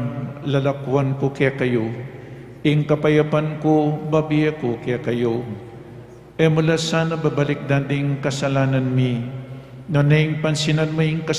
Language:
Pampanga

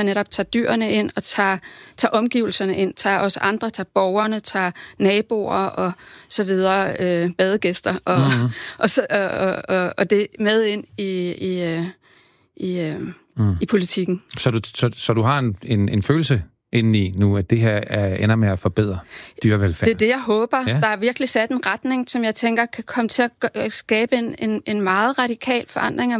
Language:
Danish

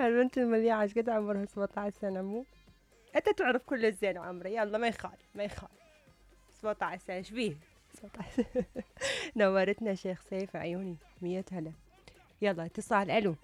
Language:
Mesopotamian Arabic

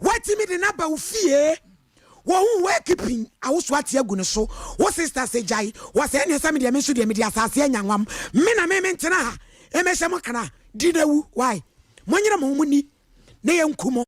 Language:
Akan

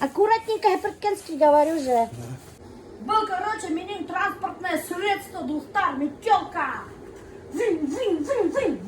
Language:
Bashkir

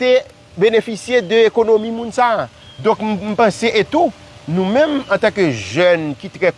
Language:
Haitian Creole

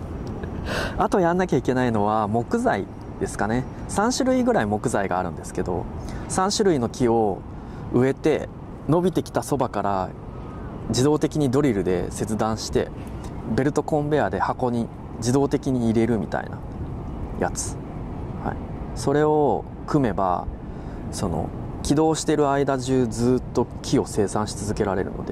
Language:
Japanese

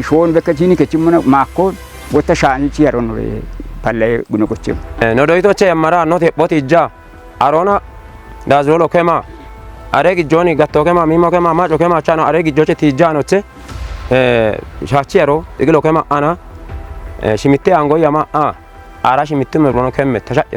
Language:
Kafa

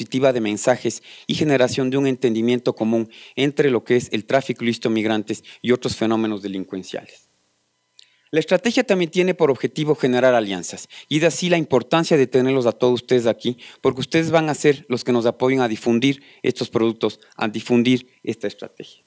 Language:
Spanish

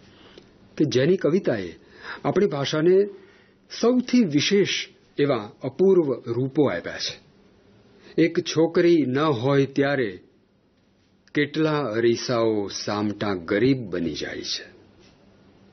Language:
Gujarati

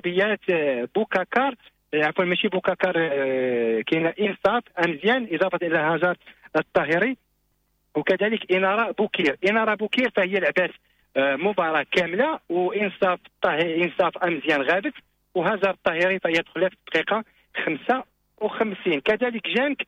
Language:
Moroccan Arabic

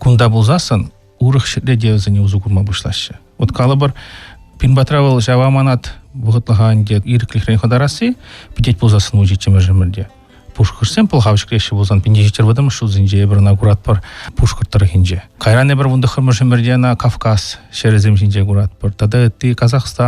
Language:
Chuvash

